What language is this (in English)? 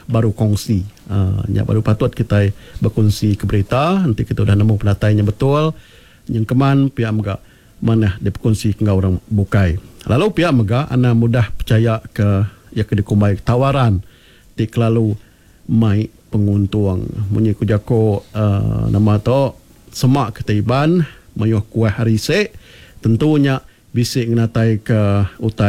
Iban